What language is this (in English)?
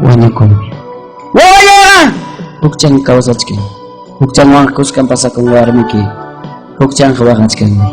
Ayacucho Quechua